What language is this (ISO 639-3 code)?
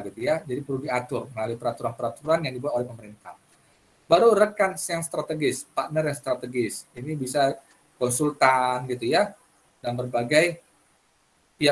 ind